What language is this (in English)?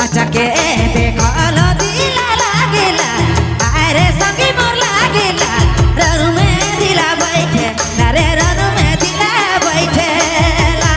Sadri